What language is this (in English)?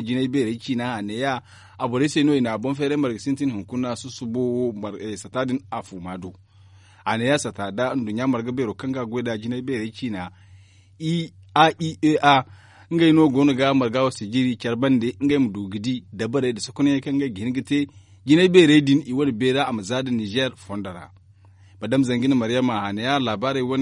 Zarma